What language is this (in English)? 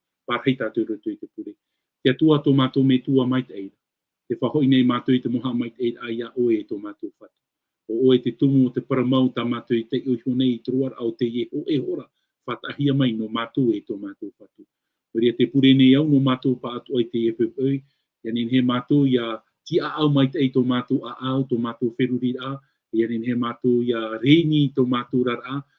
Tahitian